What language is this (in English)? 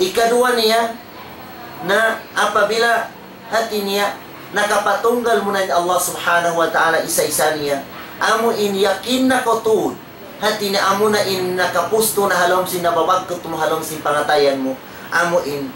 Tausug